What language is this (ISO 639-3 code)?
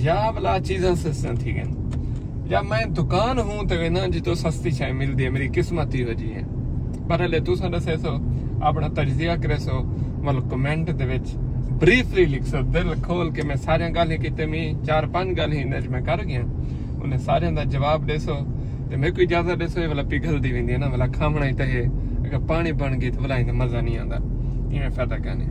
skr